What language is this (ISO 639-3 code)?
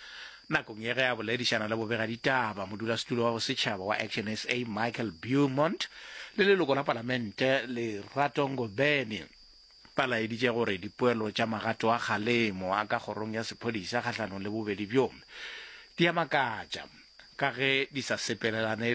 nso